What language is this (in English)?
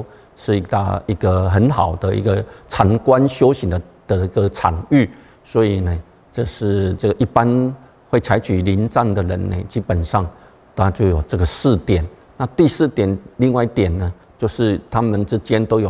Chinese